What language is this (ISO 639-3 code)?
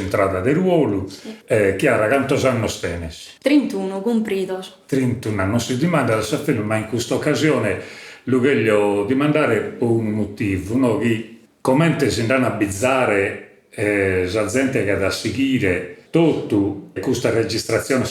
srd